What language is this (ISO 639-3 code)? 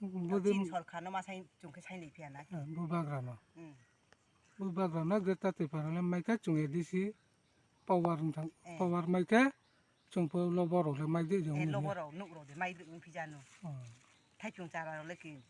ria